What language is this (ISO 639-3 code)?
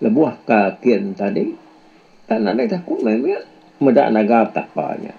iba